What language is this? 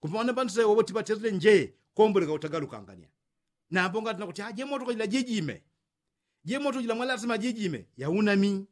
Yao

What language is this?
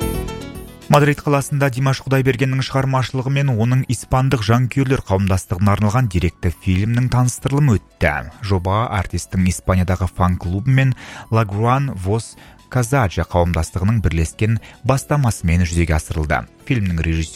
Kazakh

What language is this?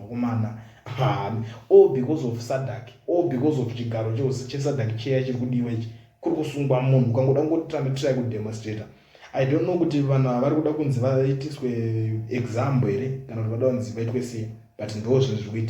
Shona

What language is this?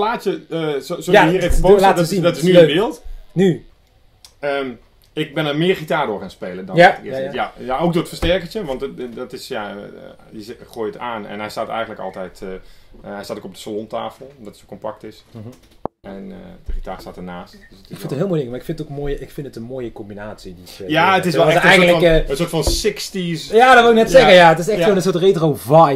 Dutch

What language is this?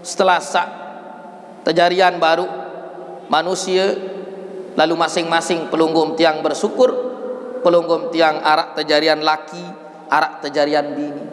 Sasak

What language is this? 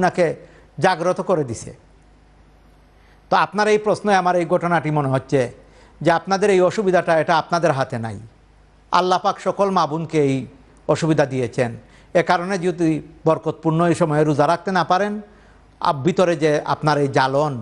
Bangla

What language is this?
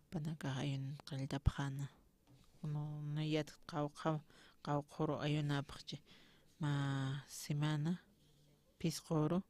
Aymara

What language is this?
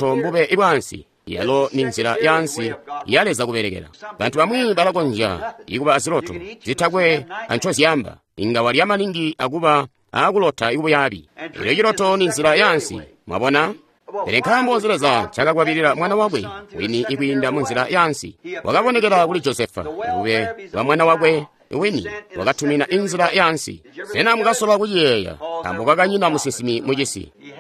Tonga (Zambia)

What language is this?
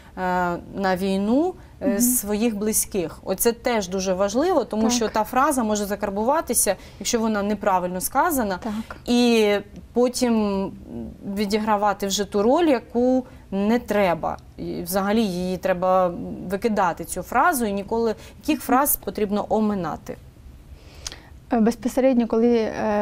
Ukrainian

